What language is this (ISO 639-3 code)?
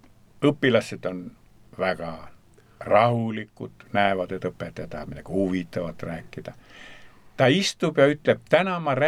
est